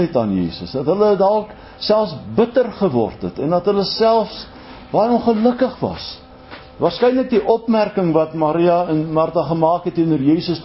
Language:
Afrikaans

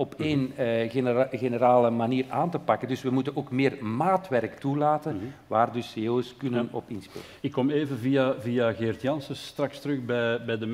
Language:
Dutch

